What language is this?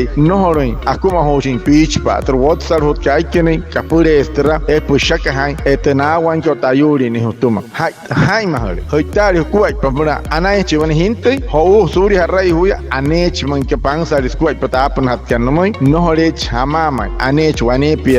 Wayuu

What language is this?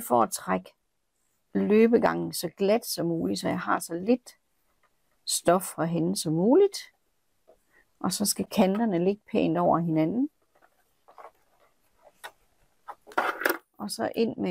Danish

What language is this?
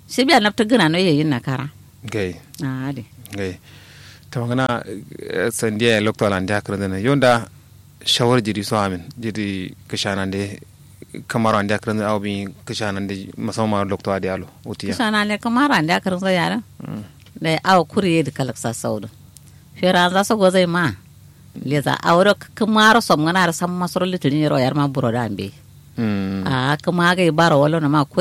Kanuri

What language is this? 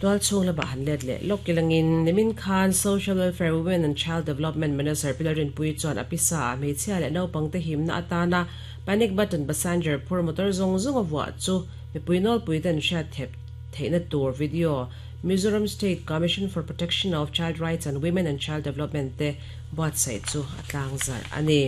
Mizo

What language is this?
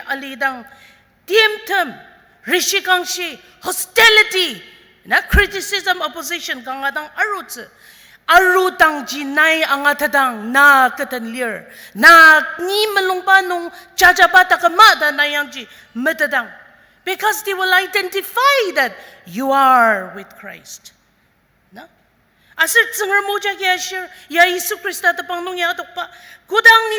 Ao Naga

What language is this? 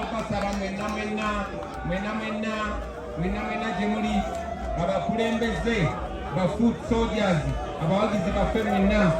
Ganda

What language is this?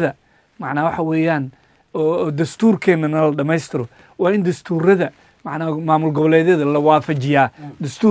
Somali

